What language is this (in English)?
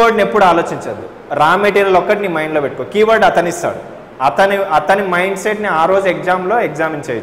Telugu